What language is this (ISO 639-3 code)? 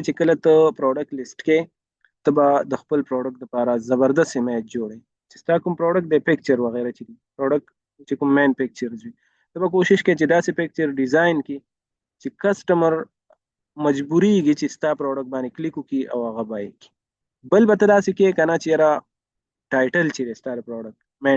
pus